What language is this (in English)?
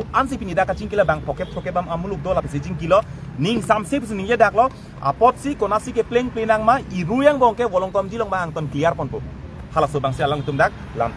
Karbi